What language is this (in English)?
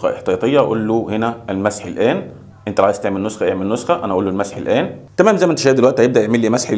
Egyptian Arabic